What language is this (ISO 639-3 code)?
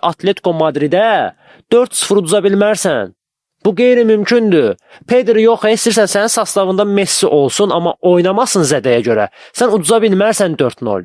aze